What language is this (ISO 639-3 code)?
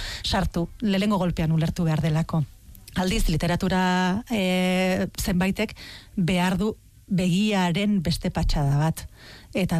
eus